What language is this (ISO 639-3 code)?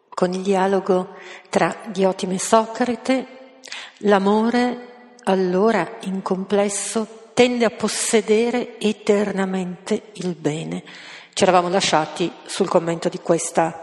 ita